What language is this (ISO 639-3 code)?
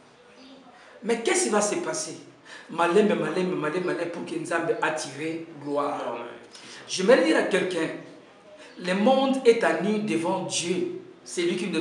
fra